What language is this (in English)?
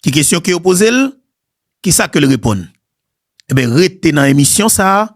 Haitian Creole